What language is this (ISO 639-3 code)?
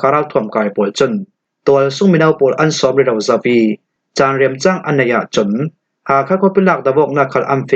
cfm